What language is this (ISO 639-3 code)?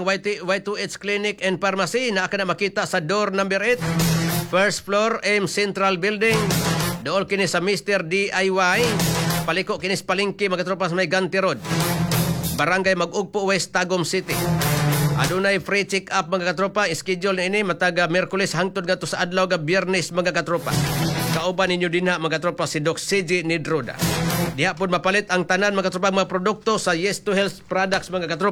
ceb